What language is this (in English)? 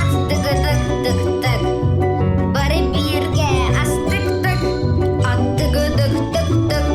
Yakut